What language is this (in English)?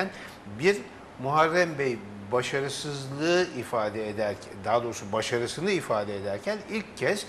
Turkish